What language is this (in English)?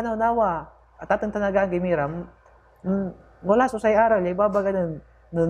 Pangasinan